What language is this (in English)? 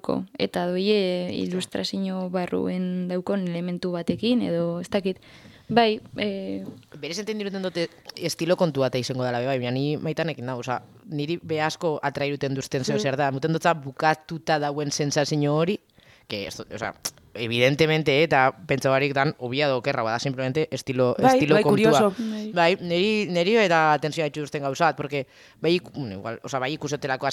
Basque